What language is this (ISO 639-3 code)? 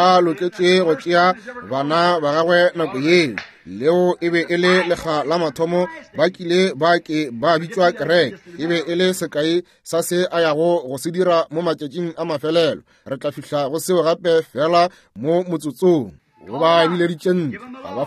nso